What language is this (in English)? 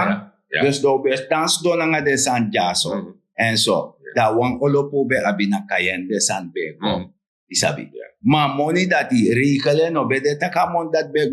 Sranan Tongo